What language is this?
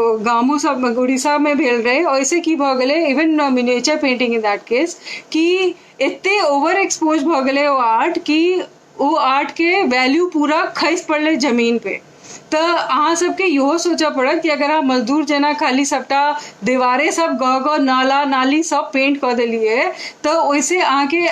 Maithili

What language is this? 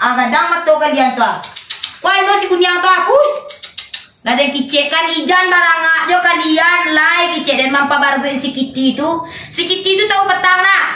Minangkabau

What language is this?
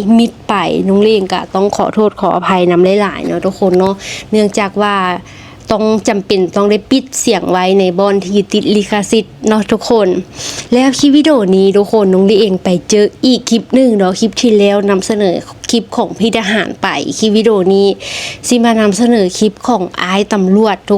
Lao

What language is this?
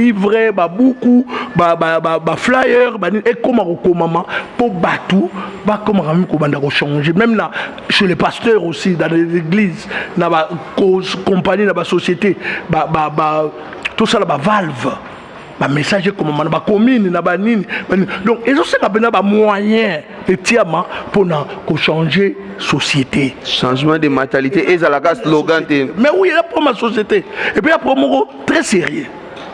Lingala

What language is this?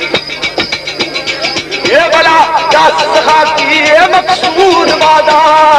Urdu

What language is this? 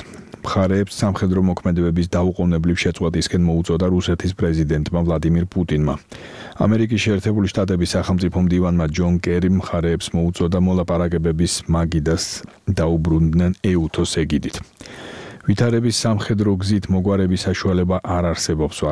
Georgian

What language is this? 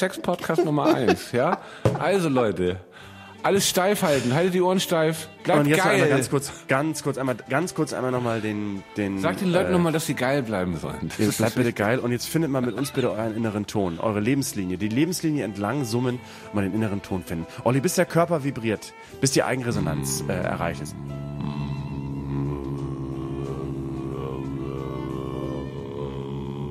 German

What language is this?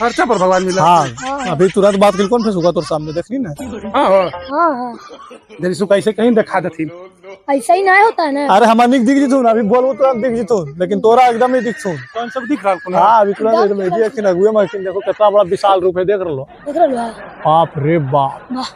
Magahi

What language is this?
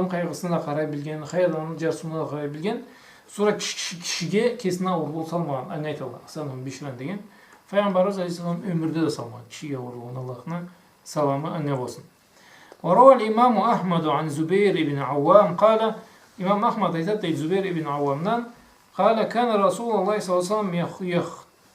Karachay-Balkar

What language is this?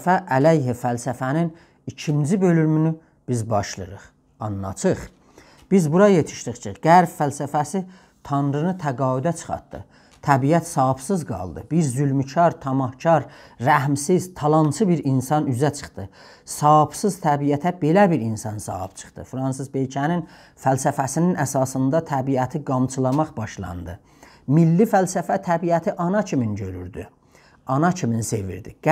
South Azerbaijani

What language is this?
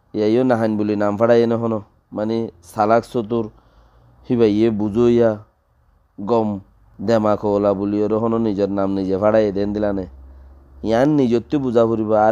Rohingya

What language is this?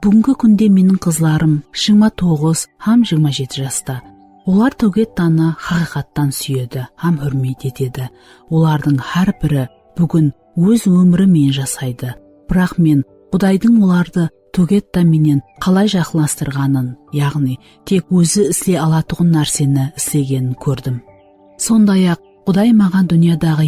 Kara-Kalpak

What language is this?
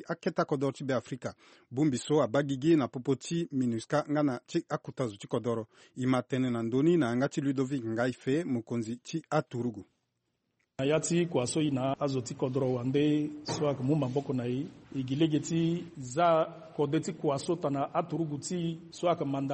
Sango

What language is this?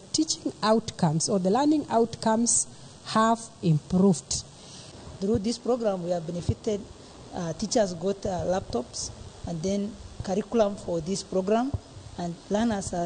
Kikuyu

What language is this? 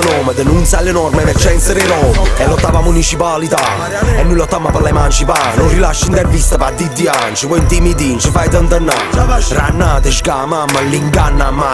Neapolitan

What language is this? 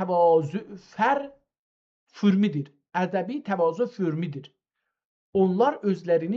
South Azerbaijani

